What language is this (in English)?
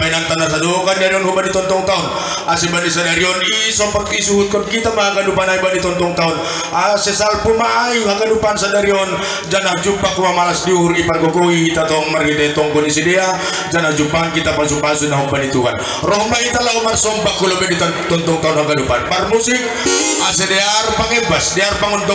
Batak Simalungun